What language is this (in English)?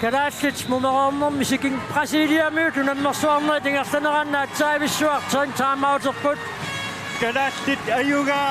Kalaallisut